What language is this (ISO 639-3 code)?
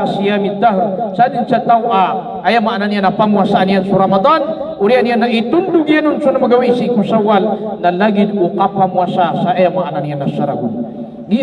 mrw